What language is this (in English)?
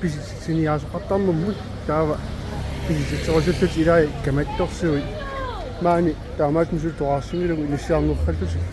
Kalaallisut